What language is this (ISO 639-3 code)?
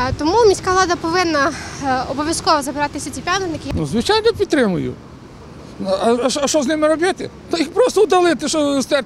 ukr